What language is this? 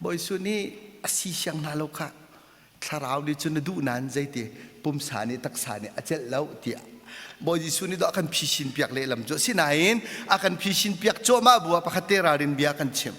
Hakha Chin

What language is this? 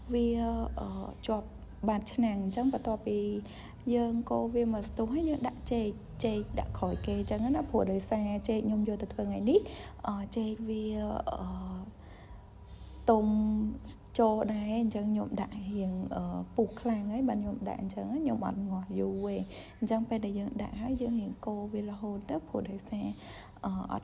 Khmer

